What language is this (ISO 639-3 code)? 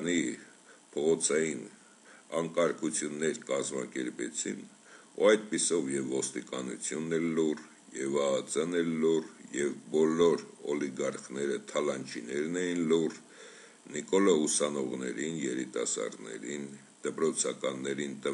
hye